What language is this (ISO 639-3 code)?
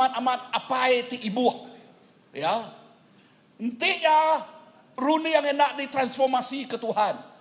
iba